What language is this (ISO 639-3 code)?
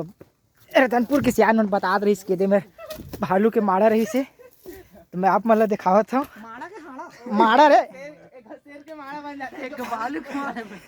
hne